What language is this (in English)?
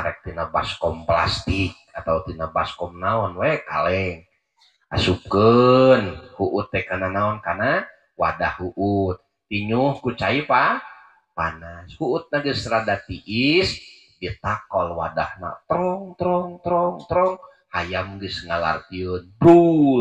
Sundanese